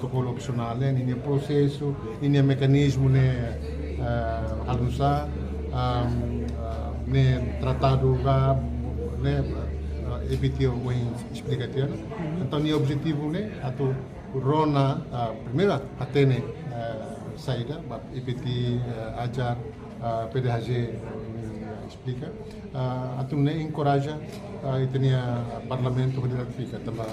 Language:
Tetum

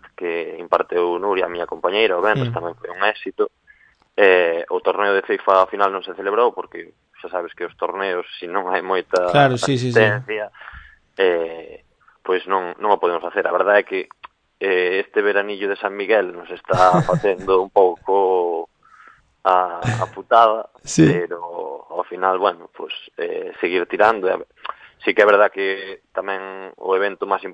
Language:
Galician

